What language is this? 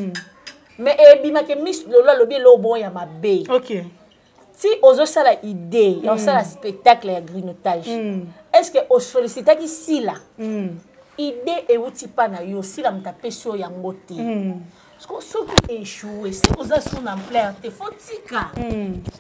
Lingala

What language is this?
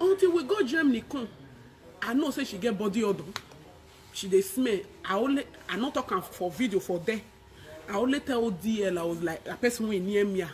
Nigerian Pidgin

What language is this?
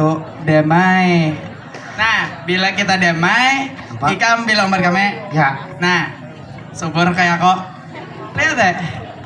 Banjar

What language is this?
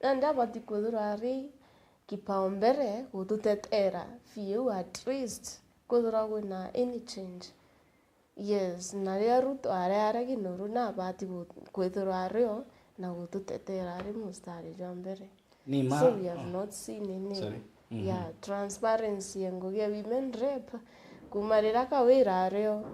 Meru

